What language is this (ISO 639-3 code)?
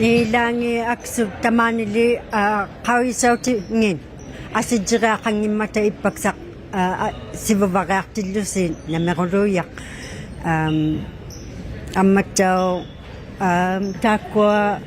iku